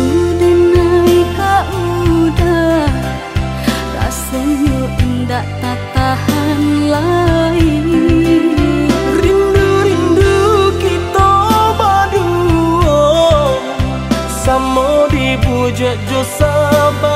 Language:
Minangkabau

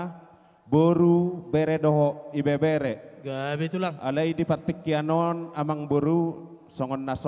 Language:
Batak Toba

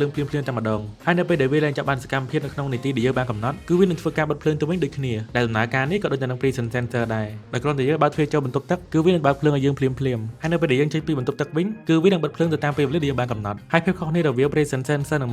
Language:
Khmer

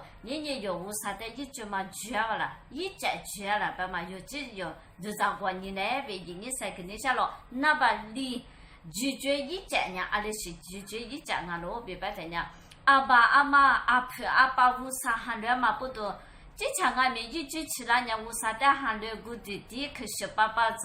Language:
Lisu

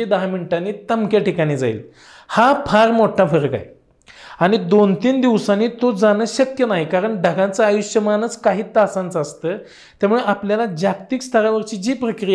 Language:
Marathi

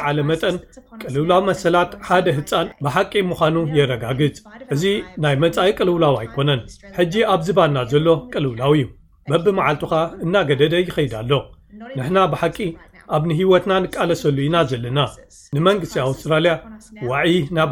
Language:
Tigrinya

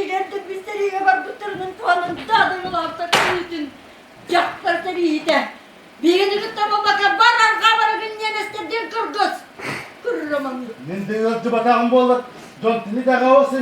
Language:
Yakut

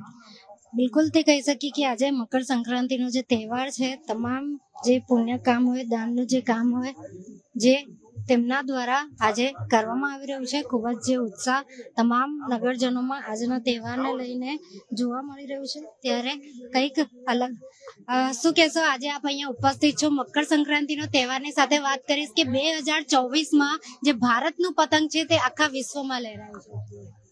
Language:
Gujarati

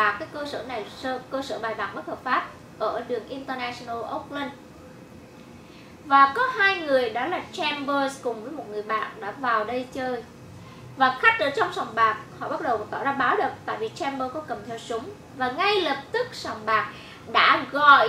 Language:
Vietnamese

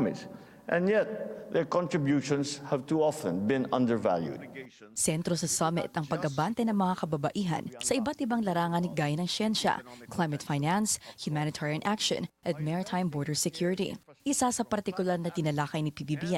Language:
Filipino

